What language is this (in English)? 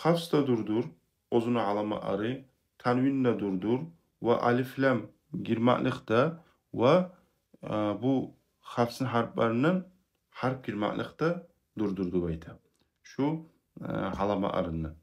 Kumyk